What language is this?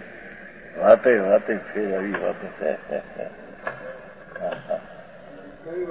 Gujarati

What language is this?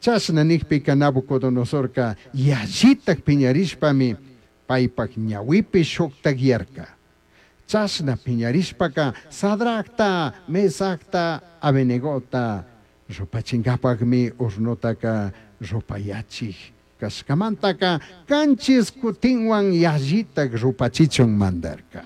Chimborazo Highland Quichua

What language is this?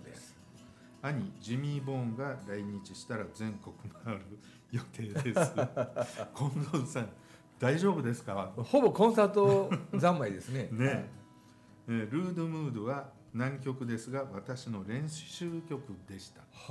Japanese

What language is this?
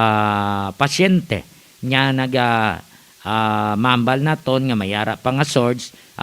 Hiligaynon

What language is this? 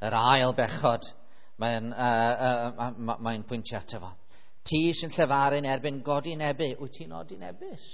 Welsh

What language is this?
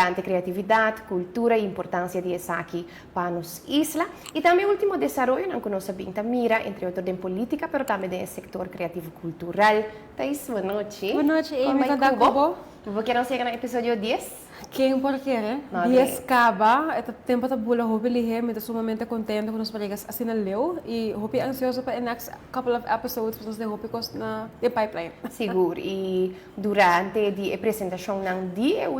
Papiamento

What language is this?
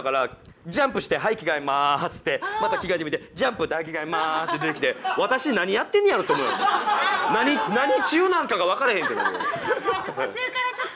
Japanese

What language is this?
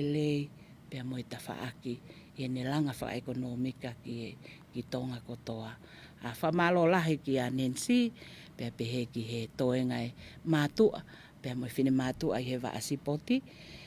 Tongan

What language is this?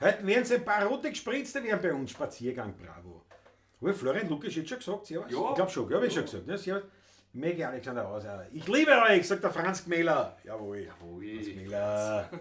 Bavarian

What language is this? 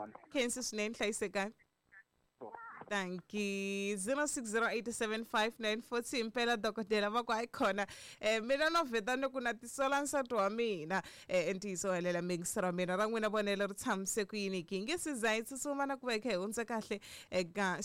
Tsonga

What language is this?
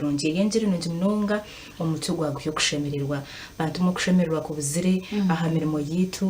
Nyankole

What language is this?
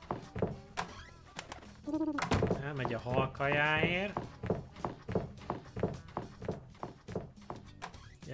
Hungarian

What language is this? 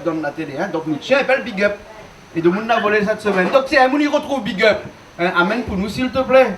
Réunion Creole French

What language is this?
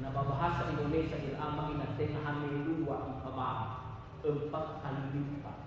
Nias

